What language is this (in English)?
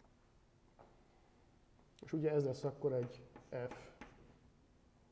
Hungarian